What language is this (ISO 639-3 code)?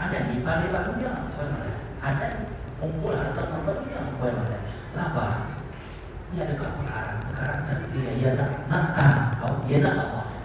iba